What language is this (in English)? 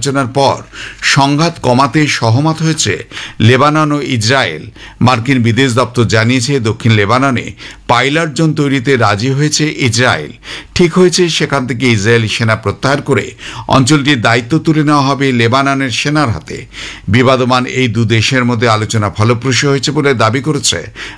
Bangla